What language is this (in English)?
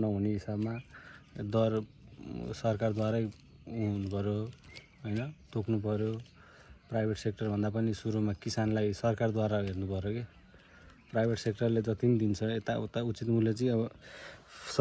Nepali